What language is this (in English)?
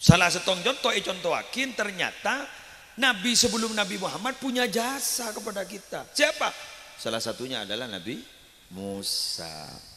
Madurese